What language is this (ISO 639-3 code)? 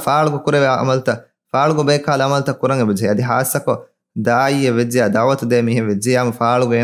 div